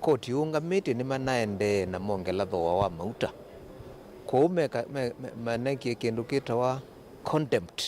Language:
Kamba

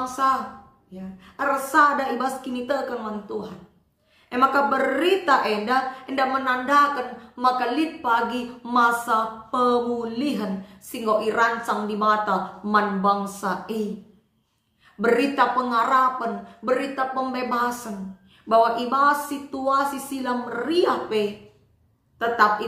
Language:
Batak Karo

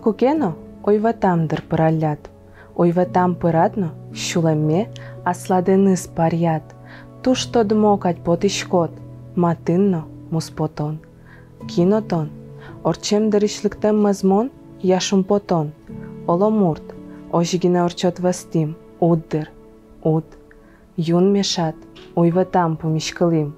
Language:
Udmurt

